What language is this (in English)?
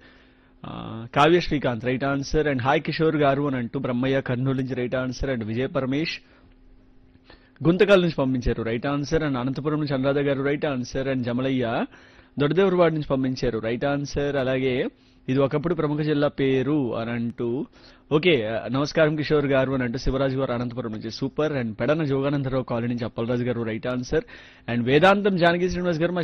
Telugu